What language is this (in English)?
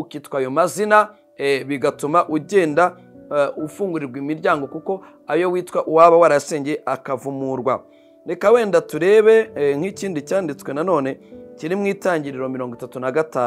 Kinyarwanda